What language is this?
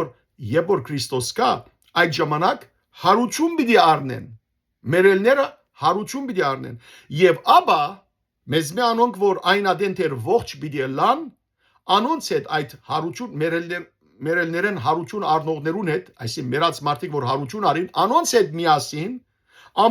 Western Armenian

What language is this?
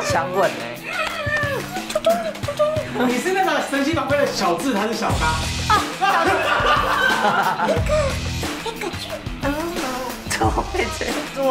Chinese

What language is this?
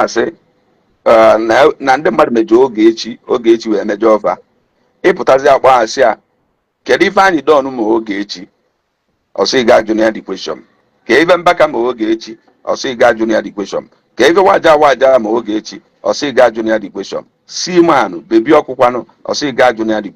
Igbo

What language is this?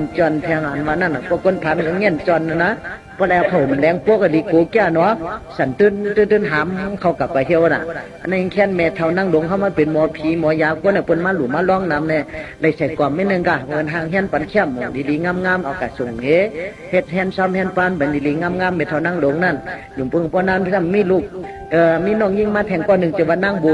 Shan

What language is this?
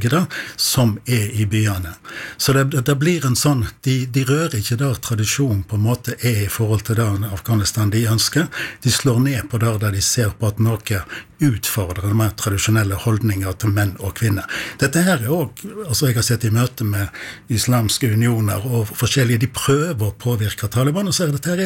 Norwegian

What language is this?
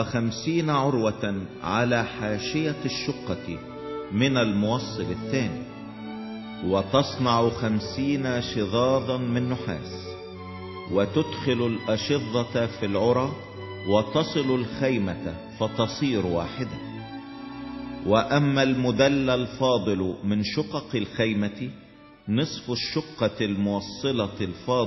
Egyptian Arabic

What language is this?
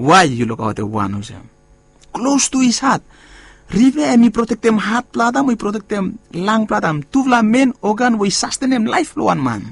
Bislama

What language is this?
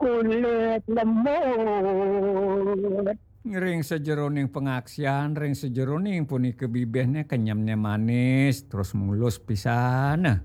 Balinese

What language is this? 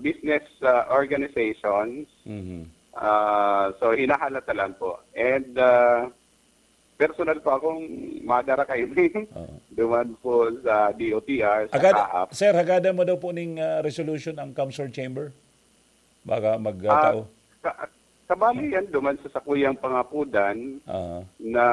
Bikol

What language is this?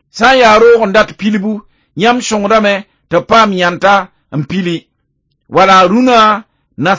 Mossi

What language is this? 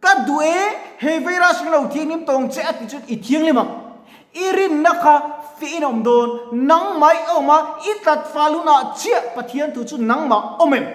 Mizo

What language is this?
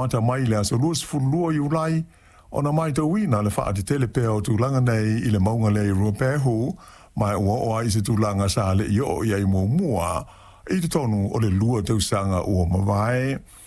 Samoan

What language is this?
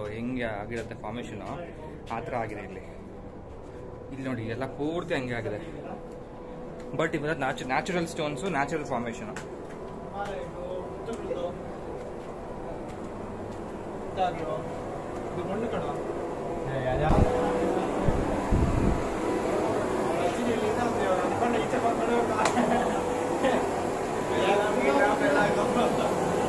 Kannada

